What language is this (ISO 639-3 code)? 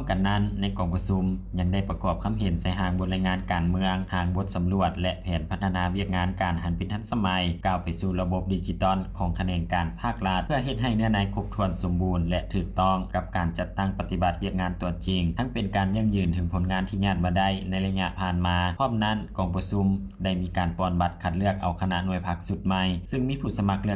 lao